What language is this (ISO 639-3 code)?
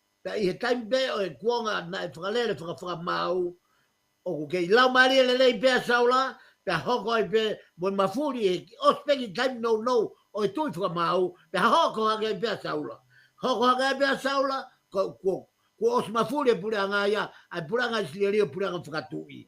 ton